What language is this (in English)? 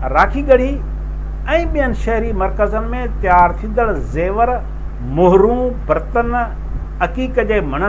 Sindhi